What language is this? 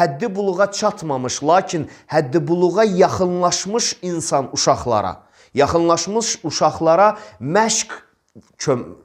Azerbaijani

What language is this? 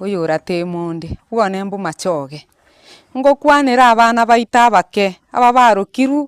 Gusii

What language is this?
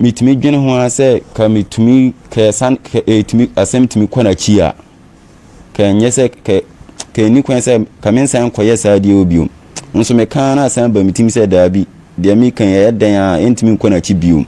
Akan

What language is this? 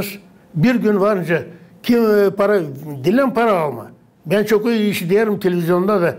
Gagauz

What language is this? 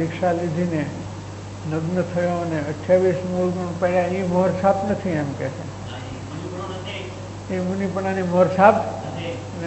Gujarati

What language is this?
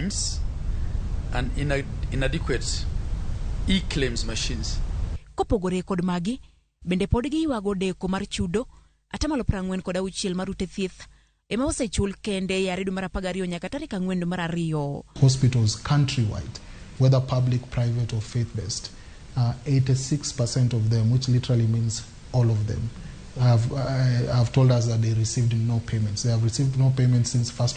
Luo (Kenya and Tanzania)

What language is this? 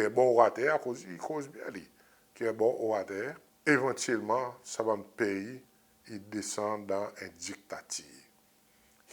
Seselwa Creole French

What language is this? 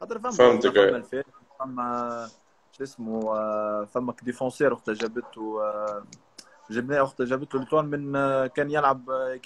Tunisian Arabic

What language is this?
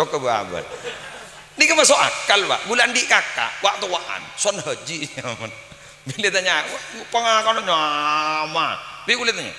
Madurese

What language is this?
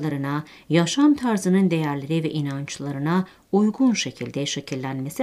Turkish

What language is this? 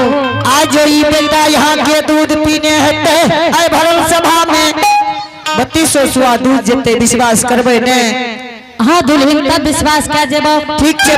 Angika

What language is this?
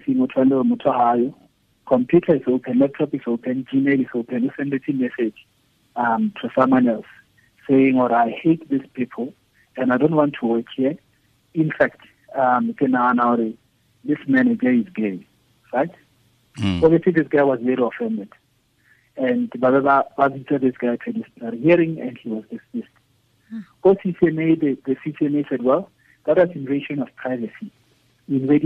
Tswana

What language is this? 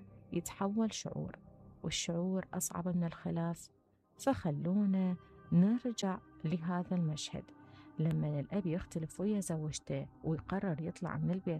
Mesopotamian Arabic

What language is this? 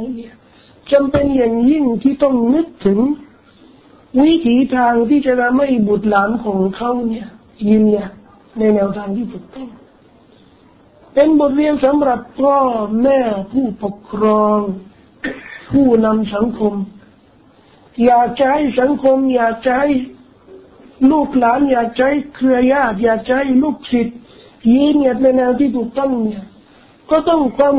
Thai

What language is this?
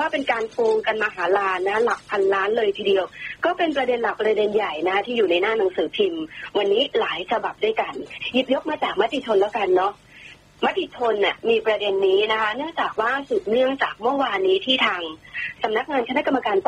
Thai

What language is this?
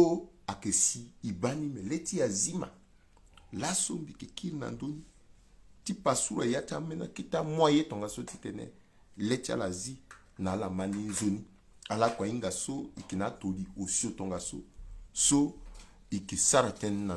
Sango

